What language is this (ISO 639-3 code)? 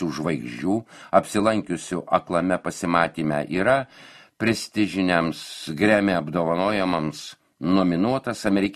lit